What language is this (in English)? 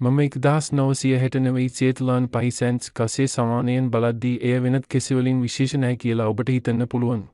Sinhala